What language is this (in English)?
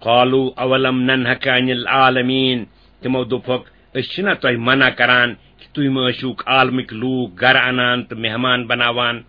Kashmiri